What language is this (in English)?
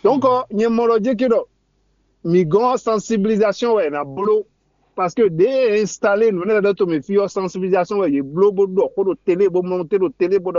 Fon